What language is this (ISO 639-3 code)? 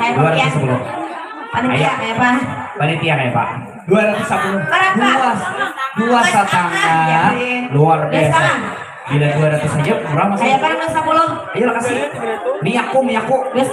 bjn